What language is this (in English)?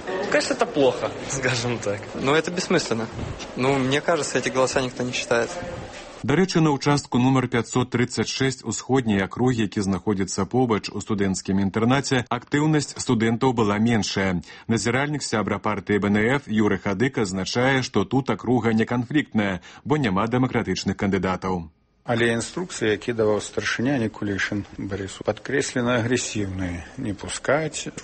Belarusian